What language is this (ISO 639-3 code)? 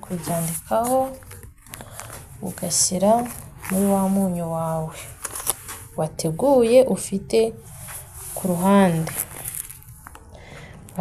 kin